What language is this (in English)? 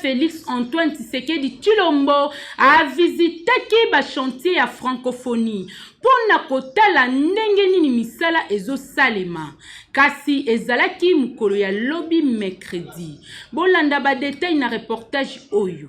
Lingala